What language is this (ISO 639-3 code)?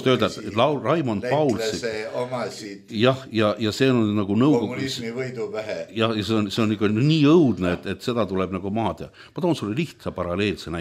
est